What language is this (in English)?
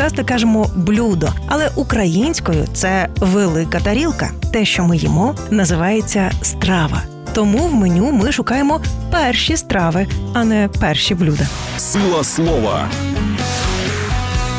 Ukrainian